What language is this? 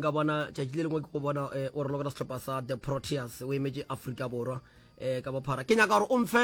Northern Sotho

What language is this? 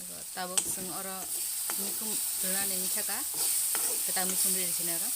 Kok Borok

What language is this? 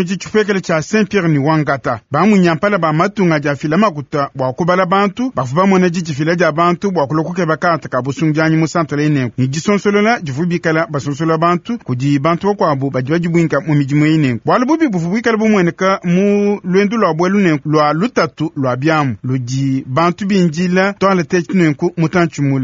Luba-Lulua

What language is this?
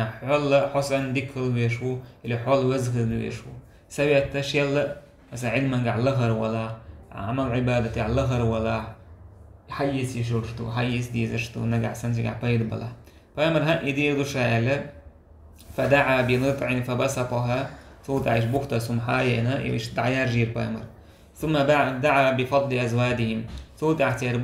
Chechen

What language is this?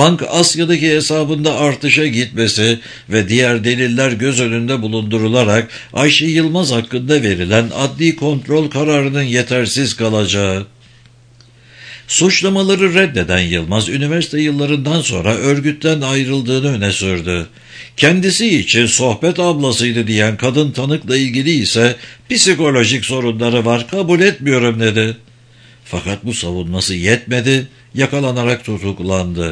Turkish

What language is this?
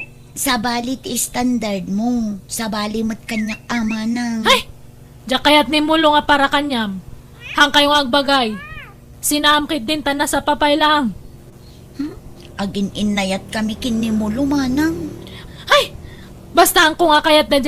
Iloko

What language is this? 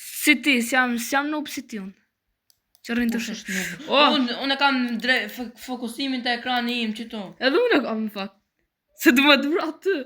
Albanian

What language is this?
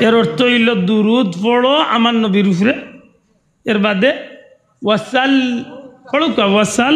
Sylheti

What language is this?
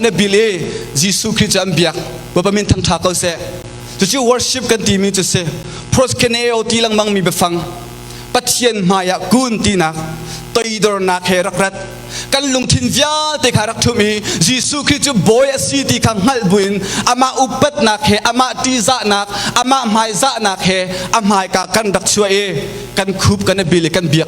Hakha Chin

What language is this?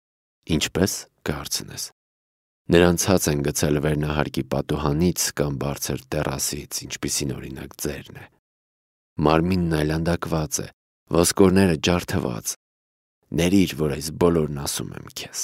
Armenian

